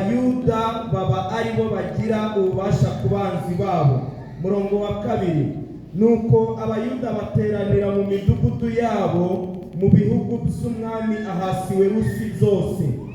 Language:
Kinyarwanda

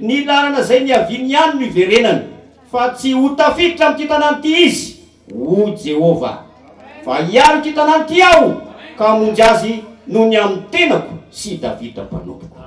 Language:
Malagasy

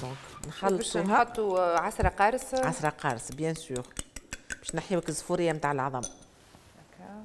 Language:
Tunisian Arabic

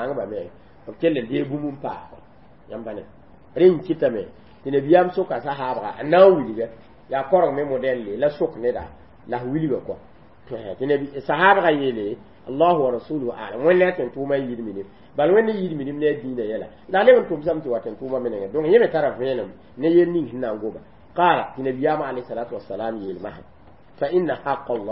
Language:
Mossi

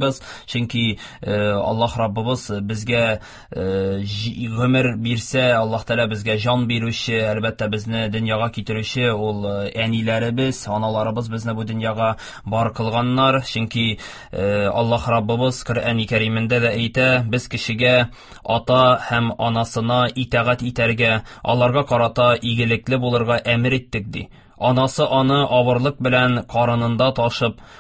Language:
Tatar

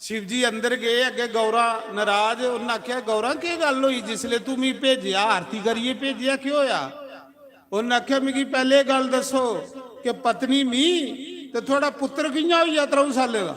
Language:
Dogri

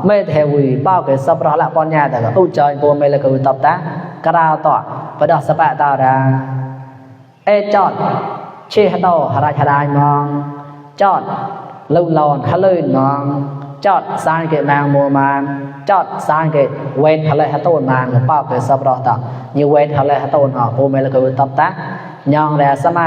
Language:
Mon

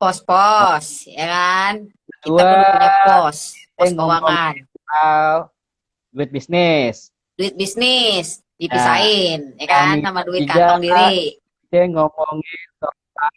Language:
Betawi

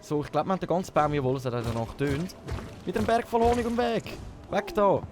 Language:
Swiss German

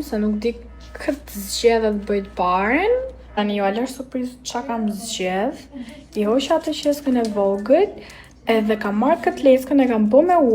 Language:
Albanian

